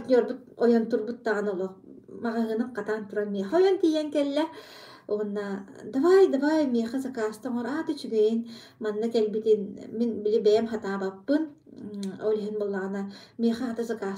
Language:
Yakut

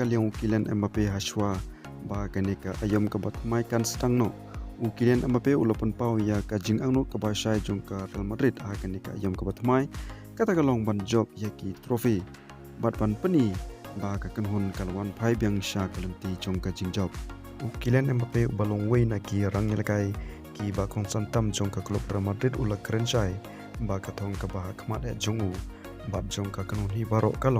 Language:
Khasi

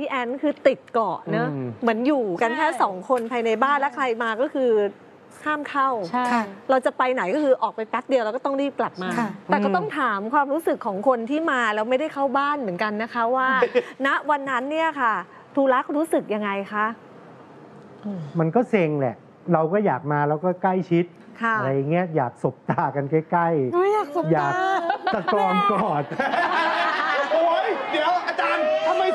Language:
Thai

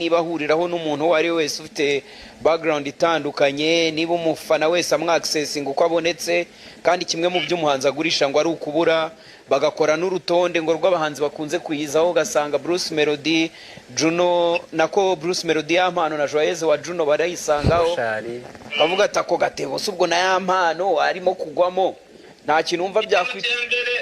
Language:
Kinyarwanda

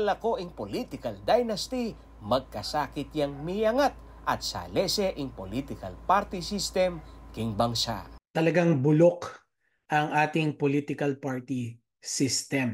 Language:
Pampanga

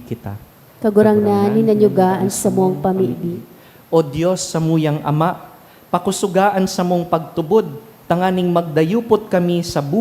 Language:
Bikol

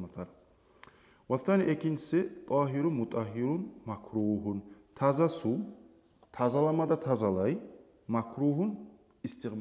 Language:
Kumyk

